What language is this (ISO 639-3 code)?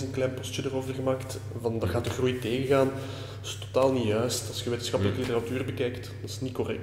nld